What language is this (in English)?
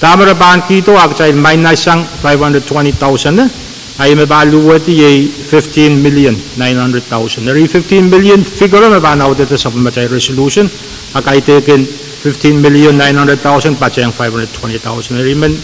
Pohnpeian